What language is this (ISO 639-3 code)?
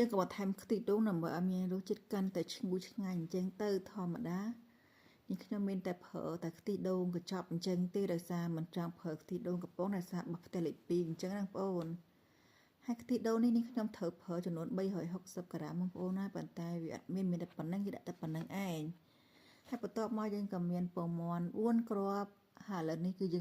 khm